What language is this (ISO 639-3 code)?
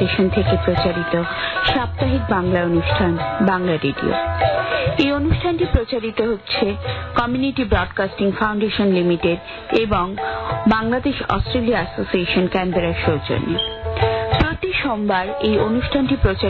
ben